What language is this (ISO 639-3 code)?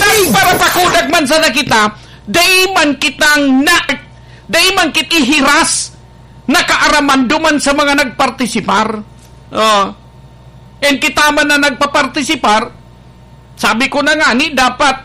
bik